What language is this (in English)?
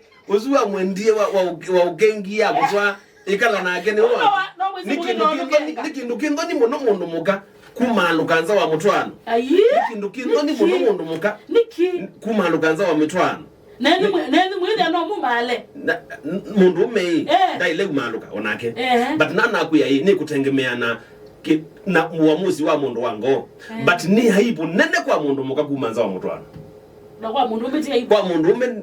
Kamba